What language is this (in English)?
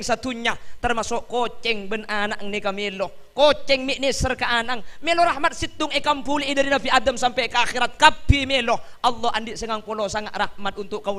Madurese